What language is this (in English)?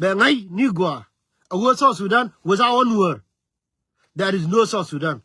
Nuer